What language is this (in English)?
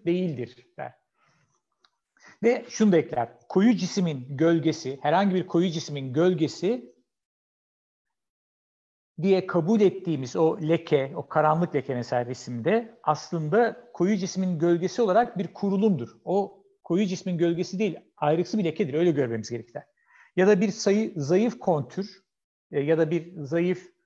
Turkish